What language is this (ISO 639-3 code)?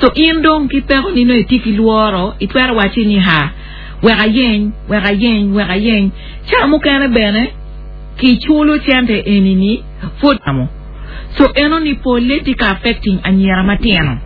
ach